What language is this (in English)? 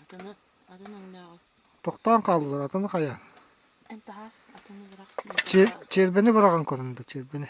Yakut